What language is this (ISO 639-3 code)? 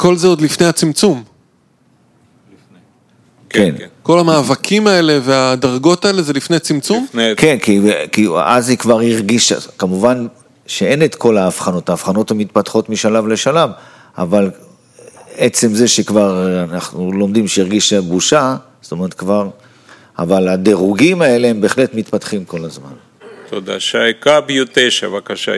heb